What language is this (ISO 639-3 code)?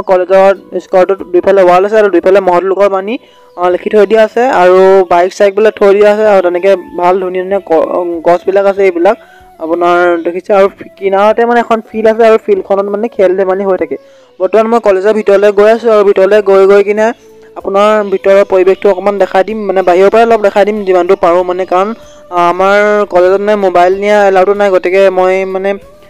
asm